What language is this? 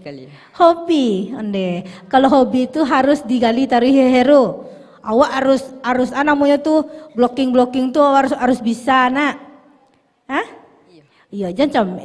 Minangkabau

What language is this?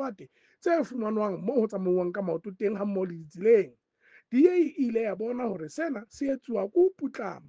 Southern Sotho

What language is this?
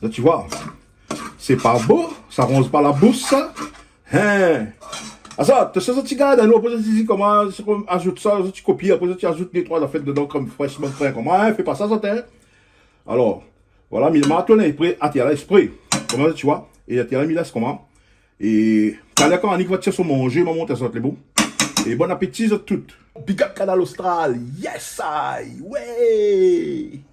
Réunion Creole French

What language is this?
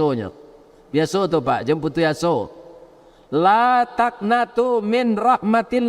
Minangkabau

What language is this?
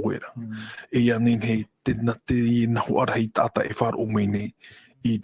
Tahitian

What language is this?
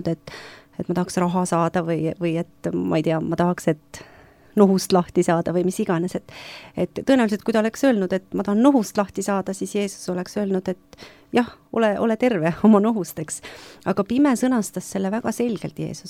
Estonian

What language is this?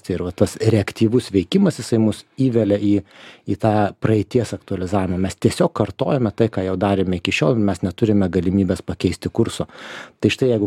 Lithuanian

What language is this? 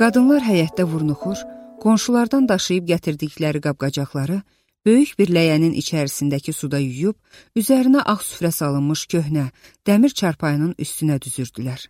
Azerbaijani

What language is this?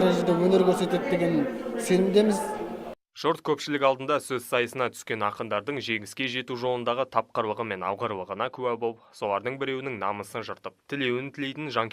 Kazakh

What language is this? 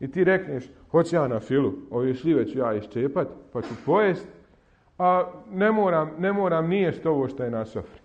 Bosnian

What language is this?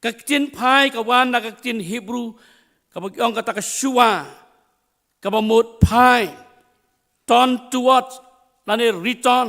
Khasi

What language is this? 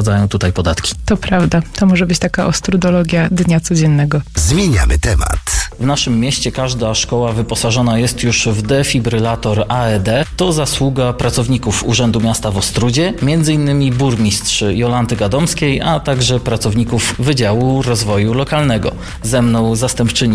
Polish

